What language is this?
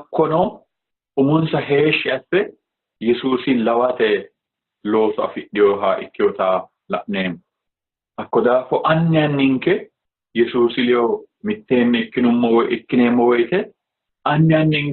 Sidamo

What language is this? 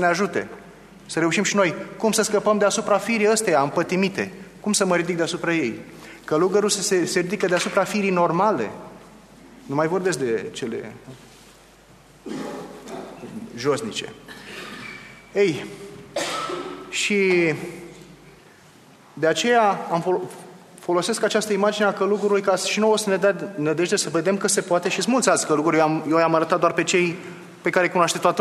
Romanian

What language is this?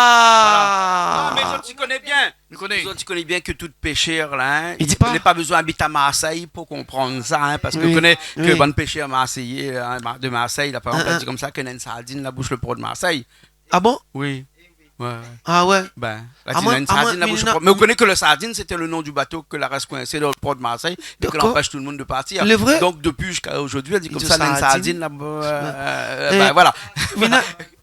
Réunion Creole French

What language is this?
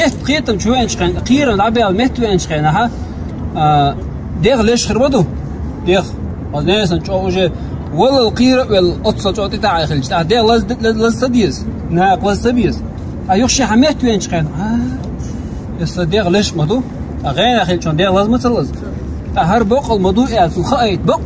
Chechen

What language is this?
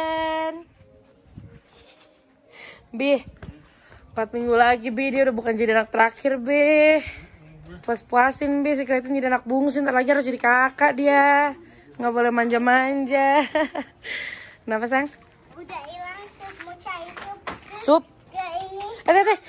Indonesian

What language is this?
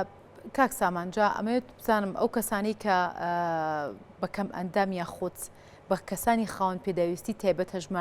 Central Kurdish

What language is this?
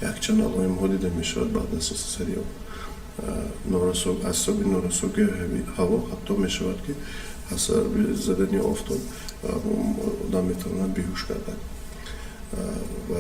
Tajik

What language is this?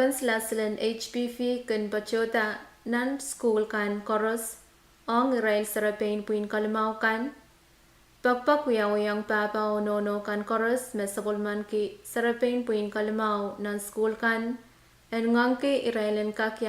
Pohnpeian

